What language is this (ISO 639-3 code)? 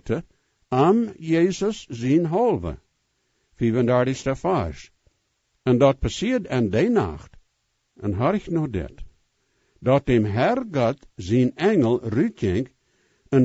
pdt